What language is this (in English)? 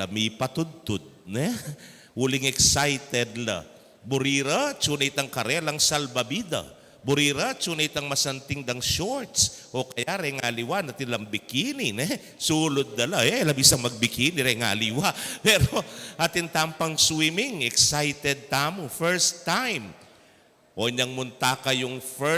Pampanga